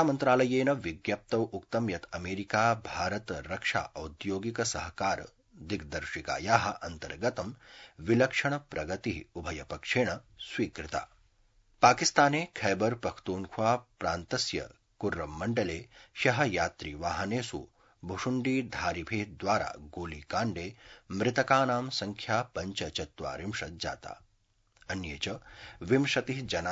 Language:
Sanskrit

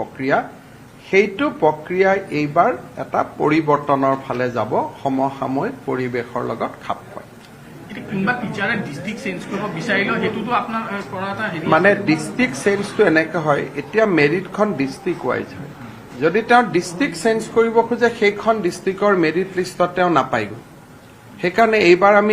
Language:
Assamese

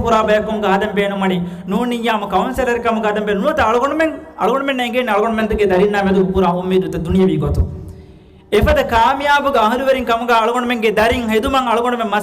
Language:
Divehi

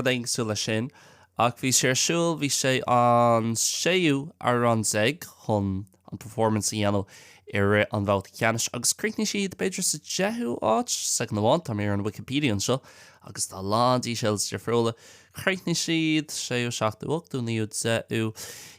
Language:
Irish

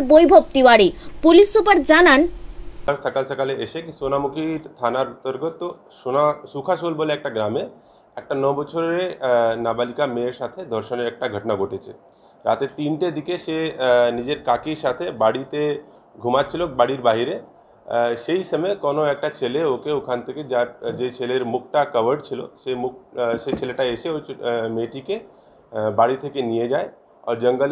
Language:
Bangla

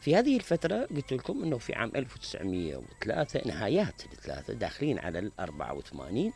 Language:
Mesopotamian Arabic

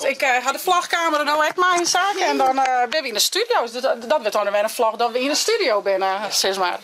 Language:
Western Frisian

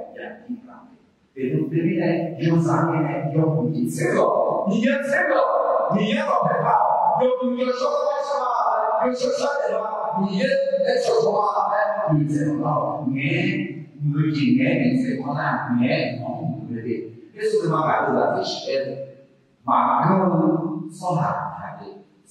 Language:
Akha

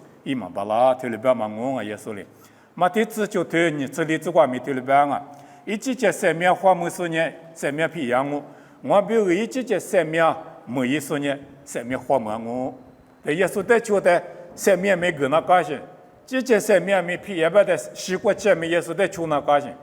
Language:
Lisu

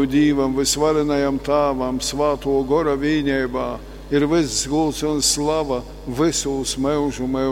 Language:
Latgalian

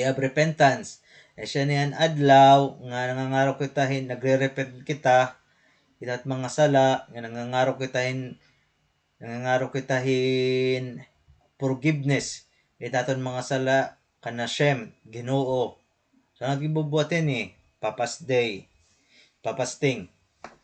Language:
Waray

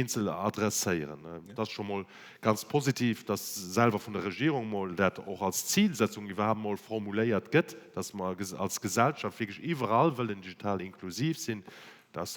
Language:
Luxembourgish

